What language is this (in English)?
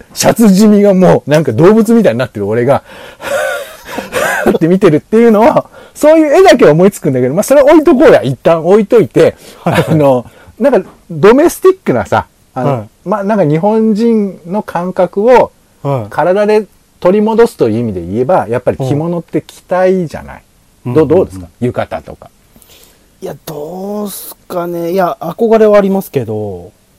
Japanese